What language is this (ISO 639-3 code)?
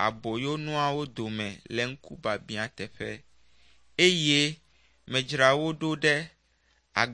ewe